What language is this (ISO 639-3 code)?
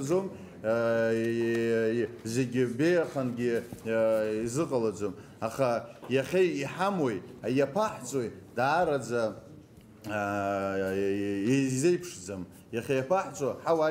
abk